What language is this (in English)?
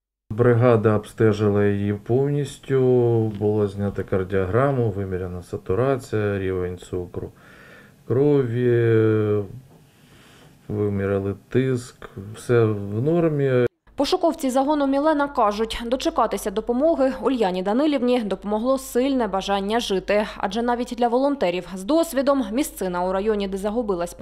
Ukrainian